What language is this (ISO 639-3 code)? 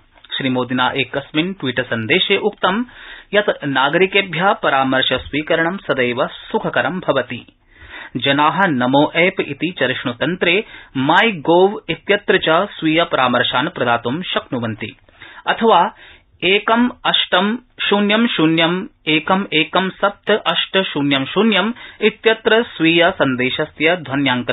san